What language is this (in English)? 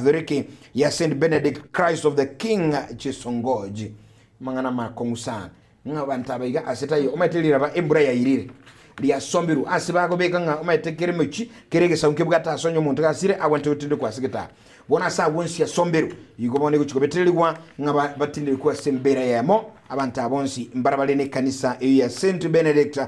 Gusii